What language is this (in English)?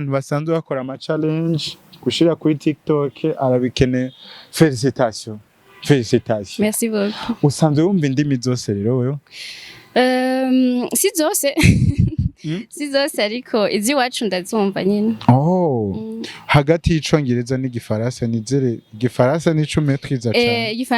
Rundi